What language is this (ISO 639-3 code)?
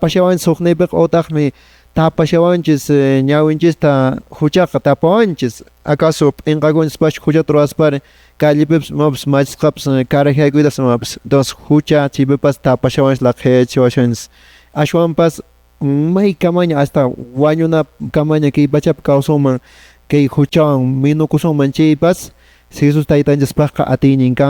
que